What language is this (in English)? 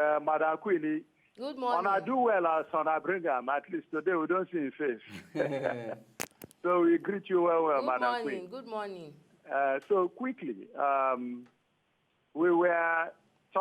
Nigerian Pidgin